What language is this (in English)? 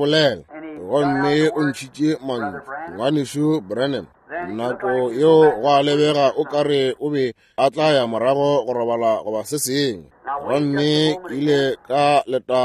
Northern Sotho